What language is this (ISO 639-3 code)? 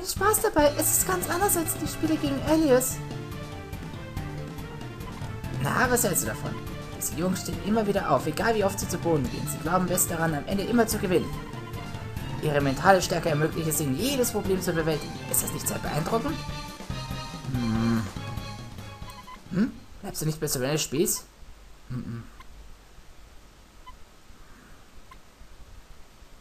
deu